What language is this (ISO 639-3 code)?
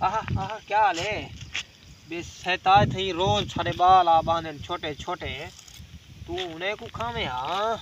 skr